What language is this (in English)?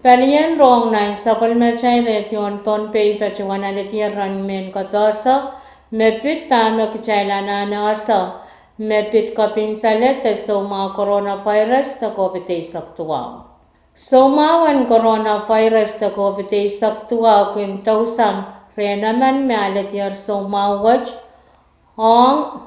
Pohnpeian